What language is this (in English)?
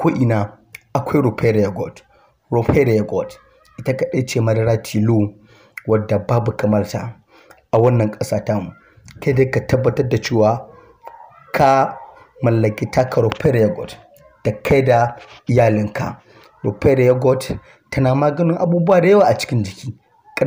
Hausa